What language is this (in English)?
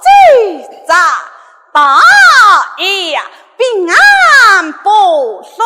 Pu-Xian Chinese